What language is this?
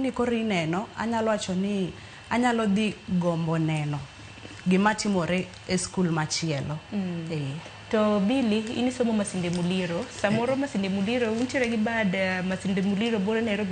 Luo (Kenya and Tanzania)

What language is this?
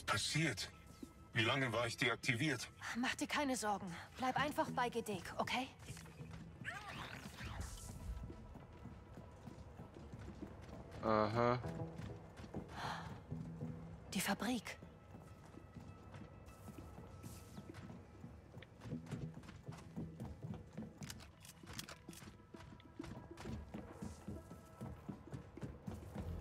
German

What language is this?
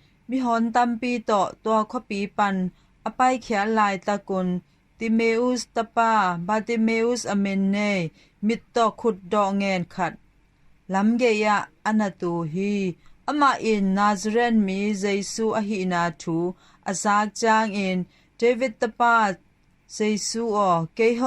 Tedim Chin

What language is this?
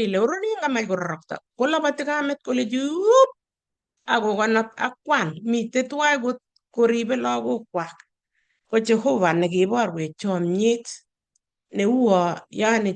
Kalenjin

